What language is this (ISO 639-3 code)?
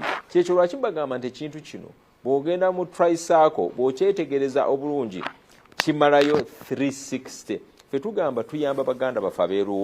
lug